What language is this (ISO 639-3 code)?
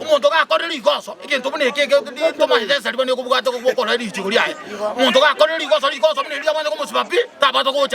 guz